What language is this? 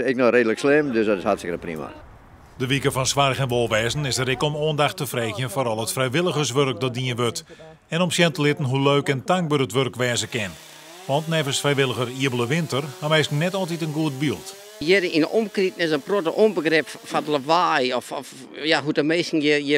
Western Frisian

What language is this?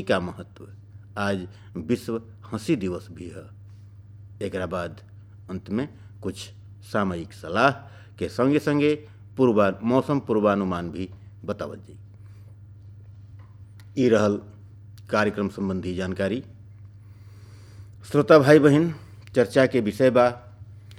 Bhojpuri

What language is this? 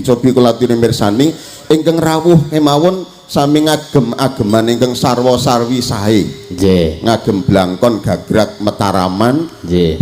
Javanese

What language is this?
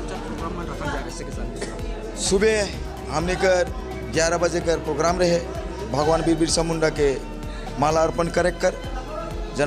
Sadri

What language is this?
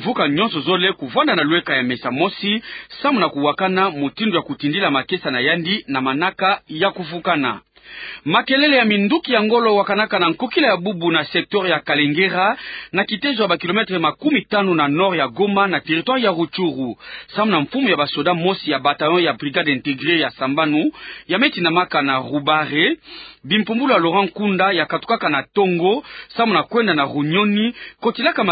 Kituba (Democratic Republic of Congo)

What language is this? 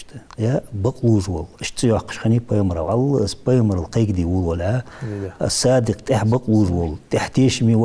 Ingush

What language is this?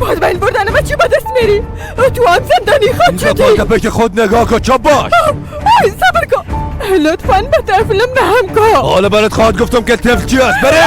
Persian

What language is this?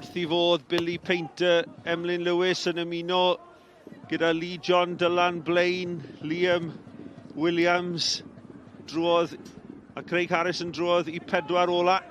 Welsh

